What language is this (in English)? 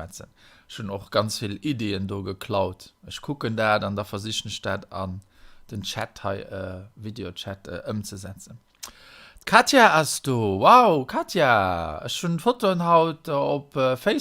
Luxembourgish